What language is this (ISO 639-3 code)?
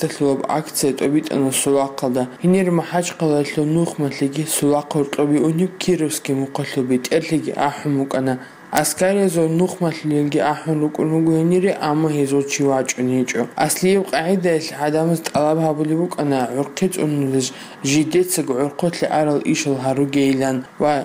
ava